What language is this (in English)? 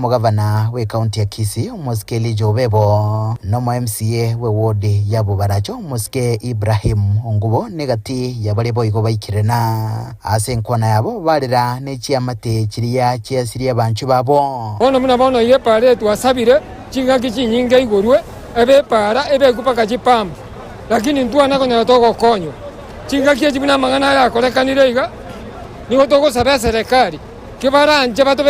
Gusii